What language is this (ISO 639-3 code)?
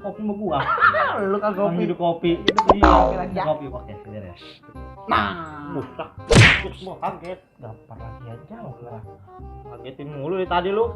bew